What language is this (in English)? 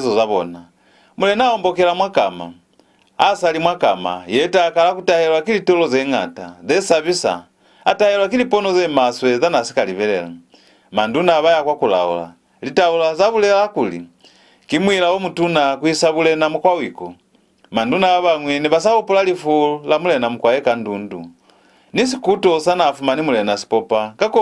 Lozi